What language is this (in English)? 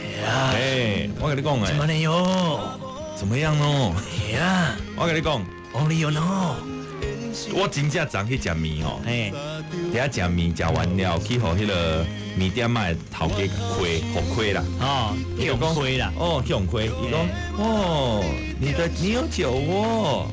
Min Nan Chinese